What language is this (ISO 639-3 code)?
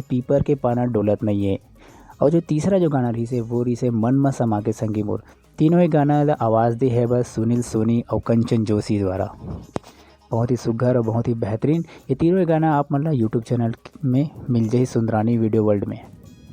hne